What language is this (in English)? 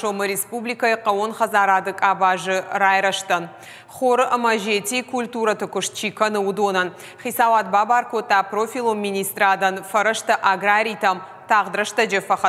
Ossetic